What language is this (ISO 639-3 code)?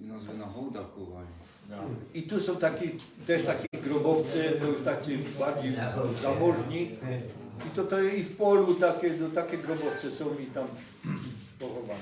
szl